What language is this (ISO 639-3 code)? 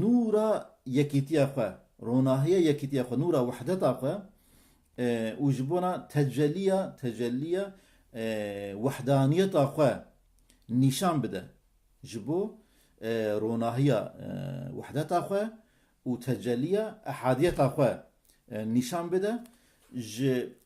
kur